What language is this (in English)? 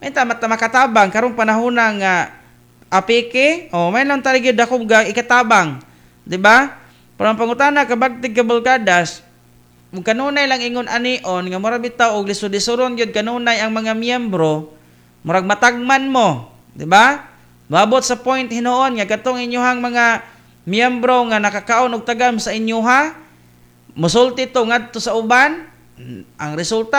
Cebuano